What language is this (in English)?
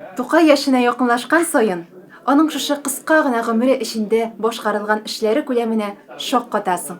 Tatar